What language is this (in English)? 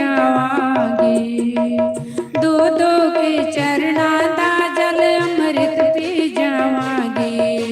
Dogri